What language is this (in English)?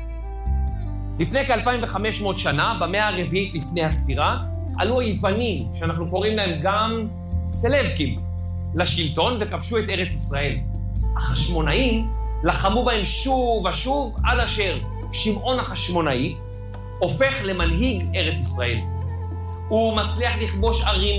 Hebrew